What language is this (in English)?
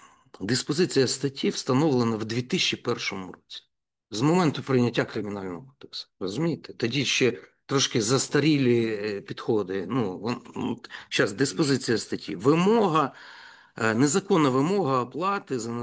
Ukrainian